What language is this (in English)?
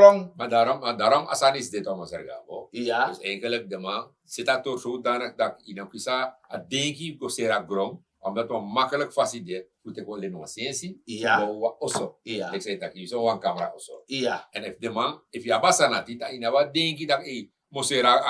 Sranan Tongo